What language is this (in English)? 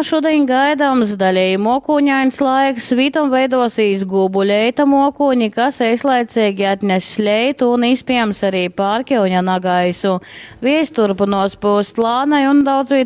Latgalian